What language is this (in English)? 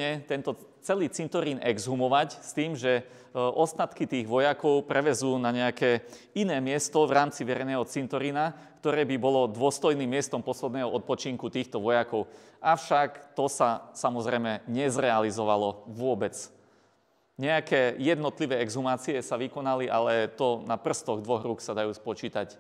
Slovak